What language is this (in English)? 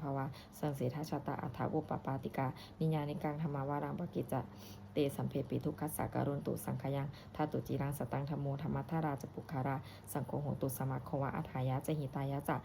Pali